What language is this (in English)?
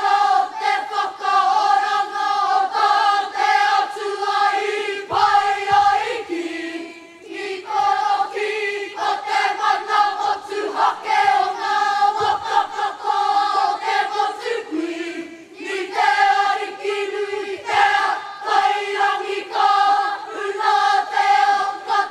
Māori